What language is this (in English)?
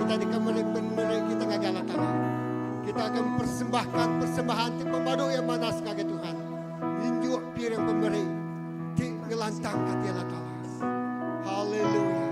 Iban